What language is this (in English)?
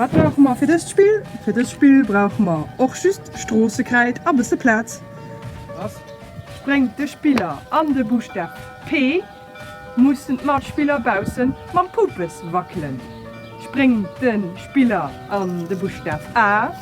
Luxembourgish